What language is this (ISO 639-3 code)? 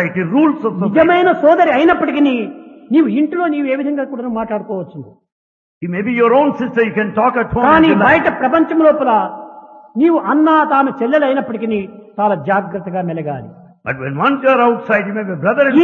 tel